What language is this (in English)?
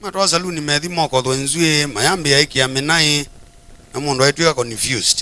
Kamba